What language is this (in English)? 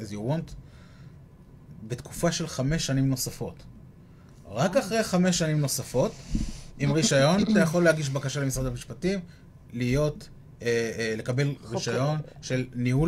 Hebrew